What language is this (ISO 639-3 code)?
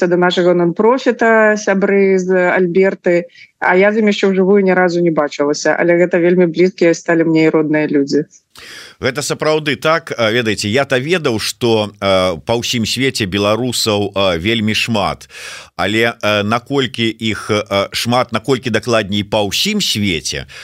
bel